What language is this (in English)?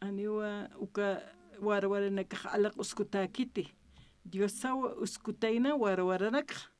Aymara